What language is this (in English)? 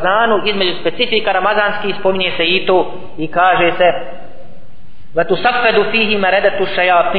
Bosnian